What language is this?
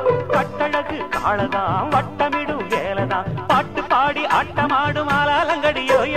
Tamil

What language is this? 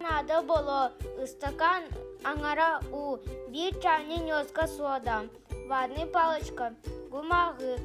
Yakut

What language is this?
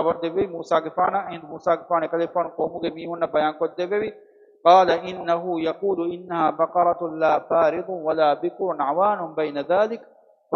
Divehi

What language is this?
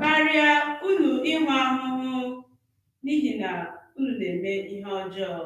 Igbo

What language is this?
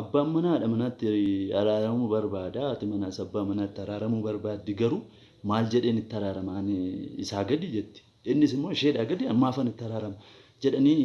Oromo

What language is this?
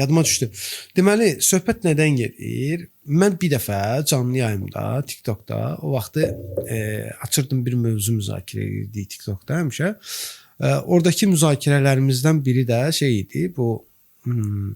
Azerbaijani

